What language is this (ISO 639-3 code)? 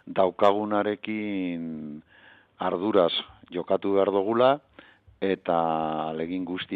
eus